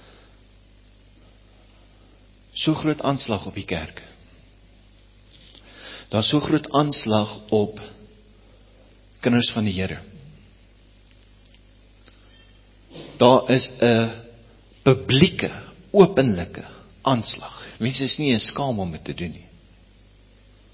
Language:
Afrikaans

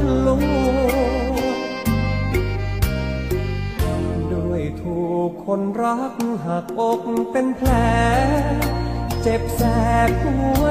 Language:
Thai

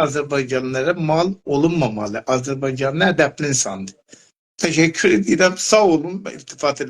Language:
South Azerbaijani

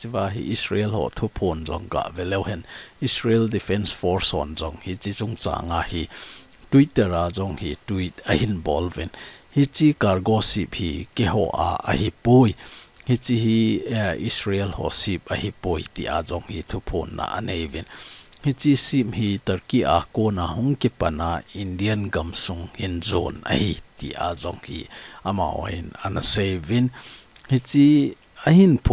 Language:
Thado Chin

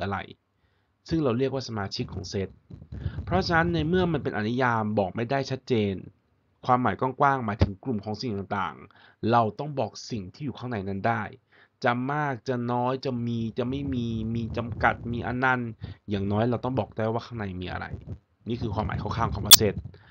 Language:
Thai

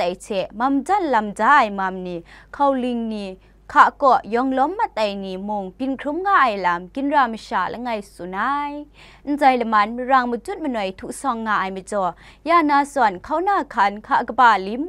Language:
Kachin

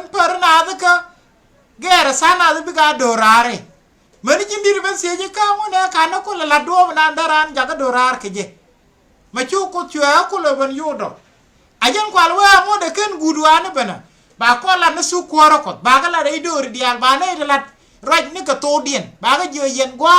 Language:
Nuer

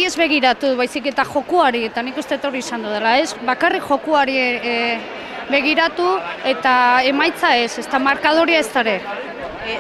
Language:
Basque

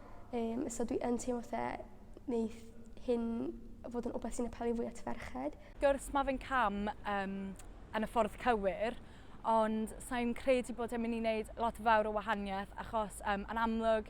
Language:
Welsh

